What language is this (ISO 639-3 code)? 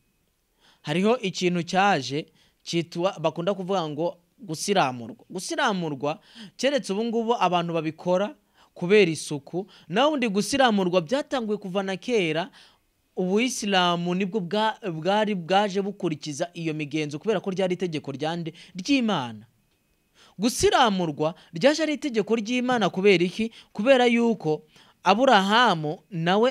run